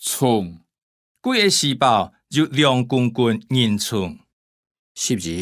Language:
Hakka Chinese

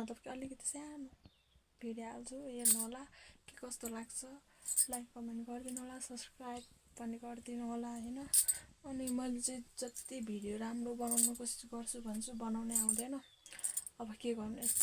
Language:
Nepali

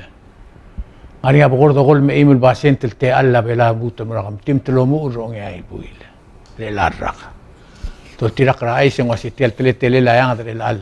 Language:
Palauan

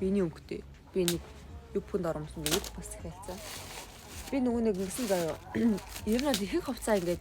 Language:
Mongolian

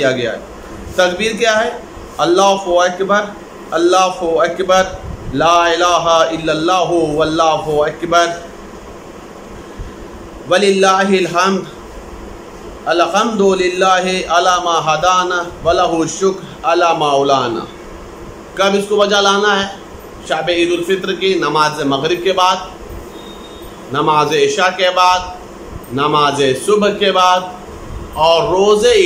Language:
Urdu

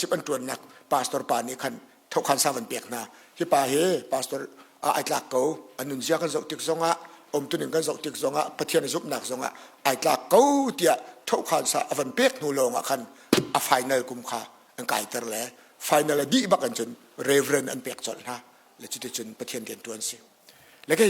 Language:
Hakha Chin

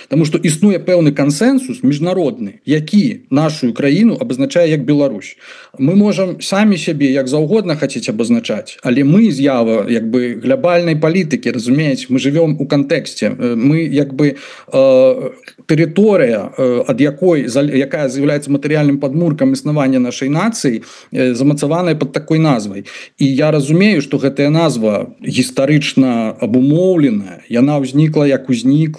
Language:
Belarusian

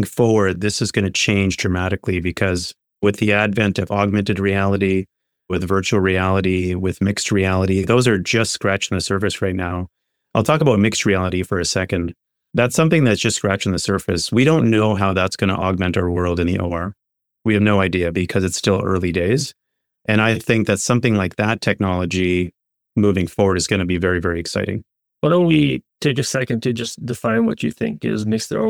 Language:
English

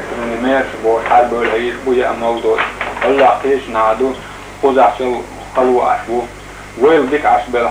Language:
Chechen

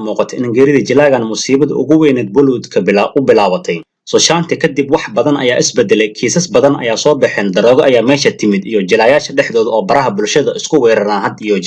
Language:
Somali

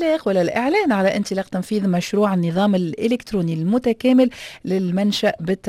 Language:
Tunisian Arabic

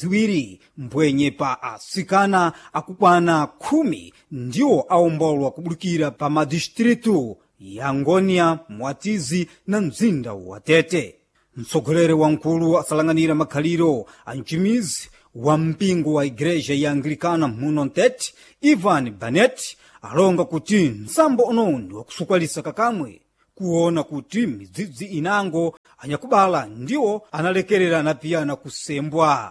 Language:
Sena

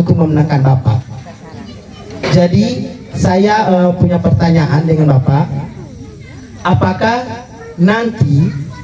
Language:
Indonesian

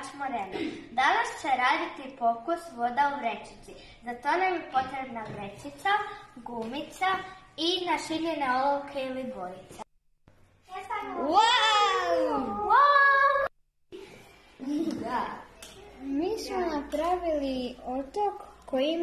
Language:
Croatian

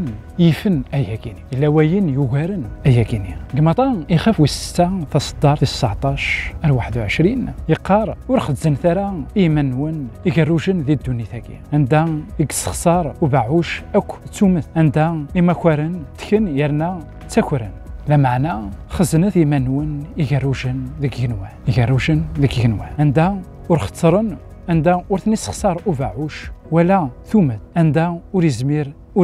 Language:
Kabyle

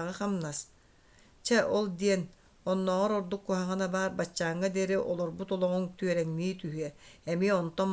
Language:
Yakut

